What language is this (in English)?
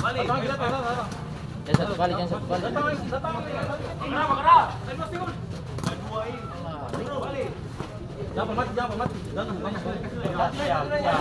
Ambonese Malay